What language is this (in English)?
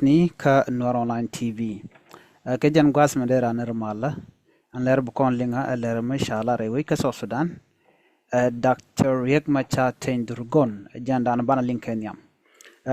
Nuer